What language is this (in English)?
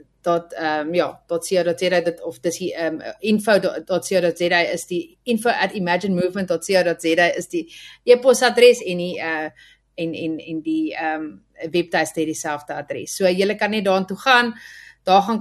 Afrikaans